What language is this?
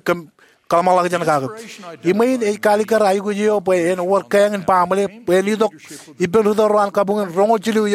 Marshallese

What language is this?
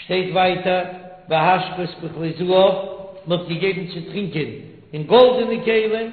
Yiddish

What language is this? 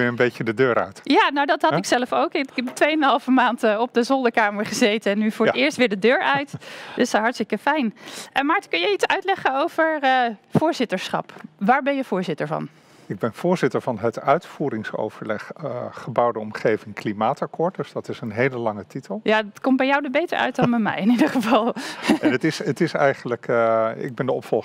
Dutch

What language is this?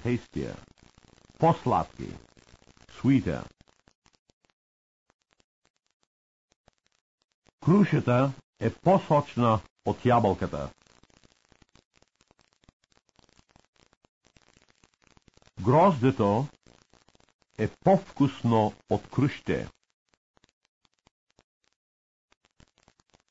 Bulgarian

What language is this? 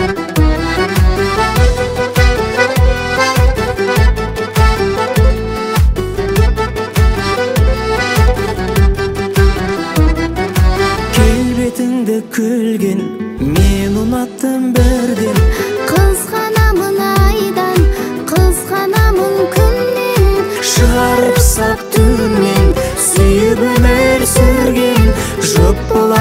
Kazakh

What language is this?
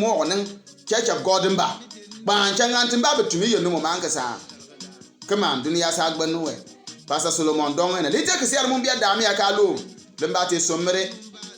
Bimoba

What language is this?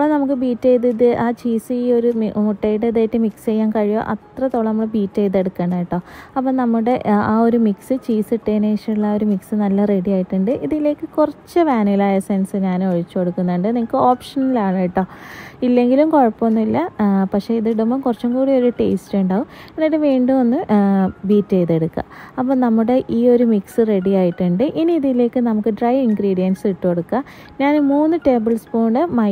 Malayalam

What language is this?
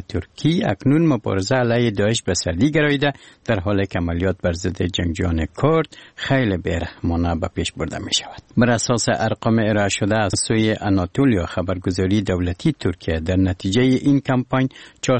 Persian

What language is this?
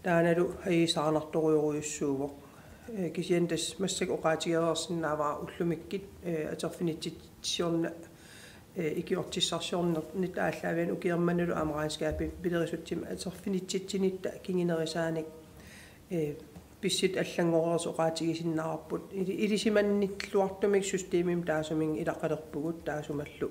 Kalaallisut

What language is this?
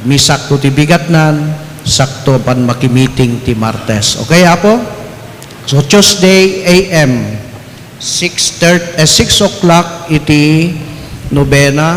Iloko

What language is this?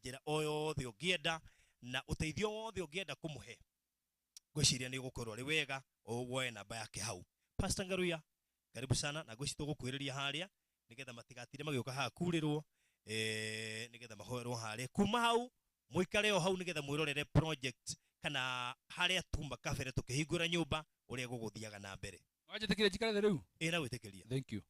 Kikuyu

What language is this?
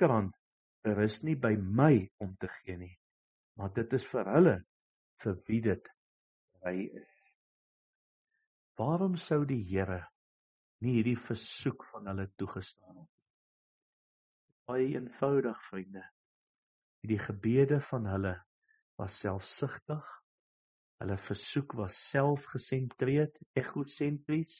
Afrikaans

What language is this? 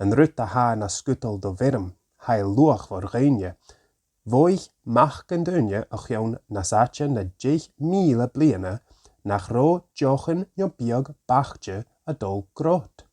Scottish Gaelic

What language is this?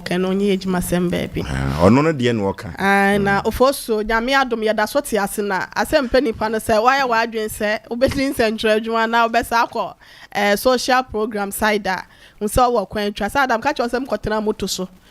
Akan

